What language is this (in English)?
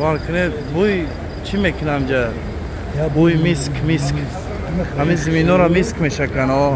Tajik